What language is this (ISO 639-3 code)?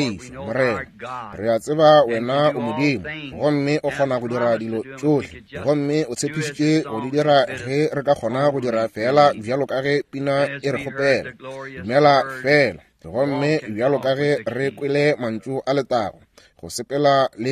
nso